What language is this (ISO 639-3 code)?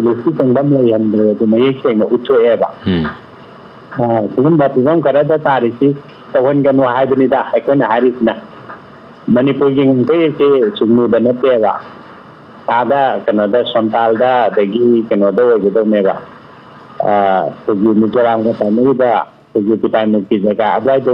mni